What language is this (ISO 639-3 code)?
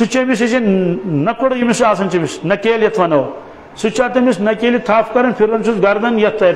kas